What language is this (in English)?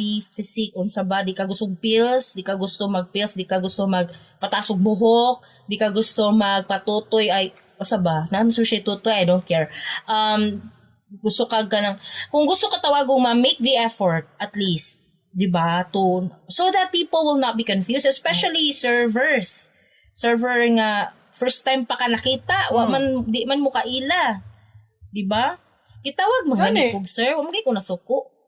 Cebuano